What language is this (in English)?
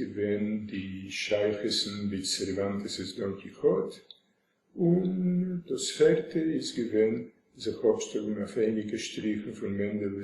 Yiddish